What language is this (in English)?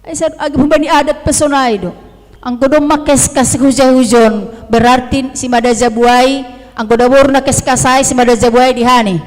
Batak Simalungun